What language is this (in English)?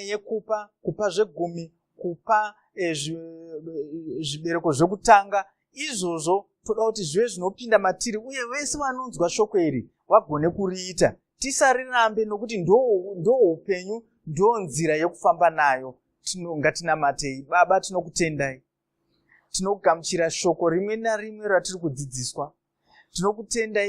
Shona